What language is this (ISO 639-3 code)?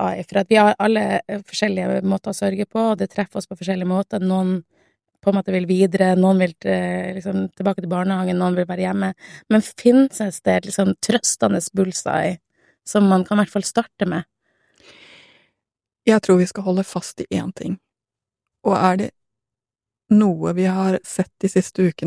nor